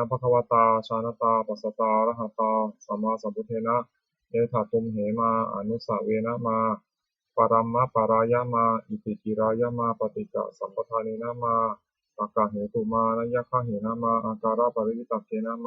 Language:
Pali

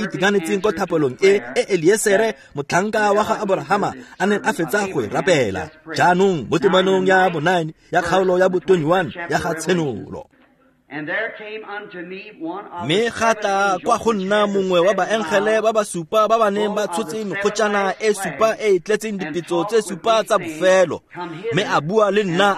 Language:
Tswana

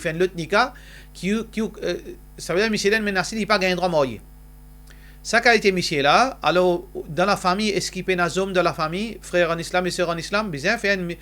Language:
Morisyen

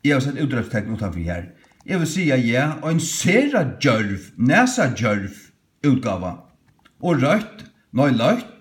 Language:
Faroese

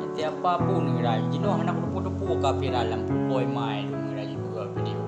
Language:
Achinese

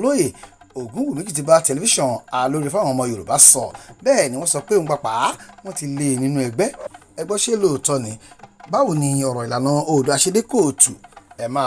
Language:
Yoruba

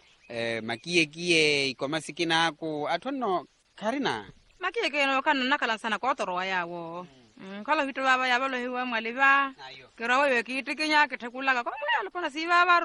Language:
Swahili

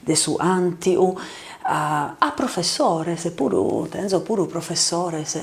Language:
Sardinian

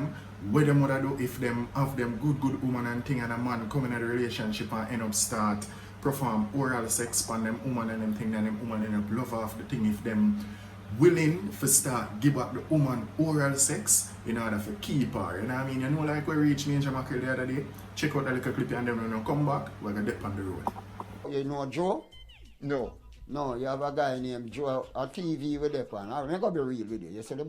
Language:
Jamaican Creole English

